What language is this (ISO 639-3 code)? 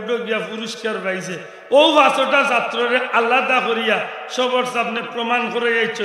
syl